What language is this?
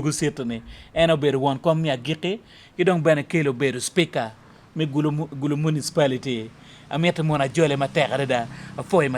Acoli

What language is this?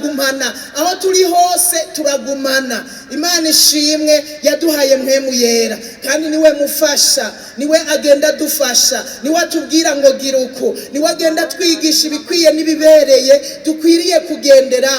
Rundi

